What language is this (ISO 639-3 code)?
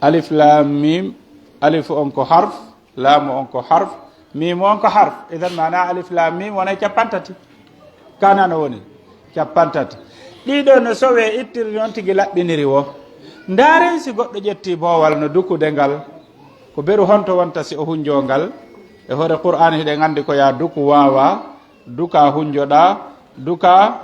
fuf